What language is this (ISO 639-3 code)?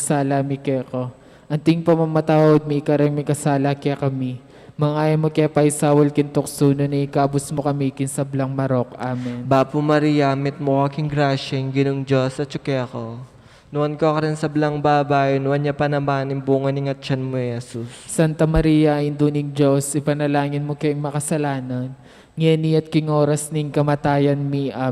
pam